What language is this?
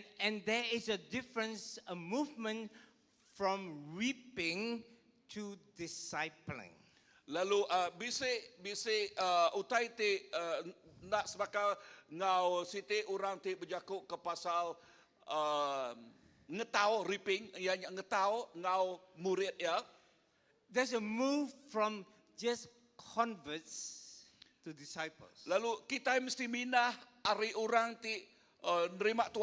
Iban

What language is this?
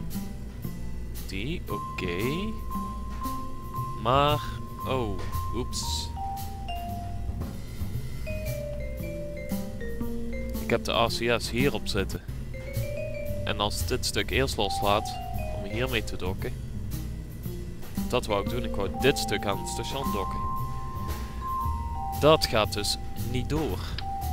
Dutch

